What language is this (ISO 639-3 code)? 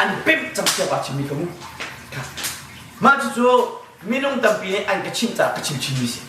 cnh